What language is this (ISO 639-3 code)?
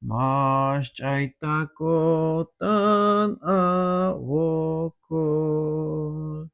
tzh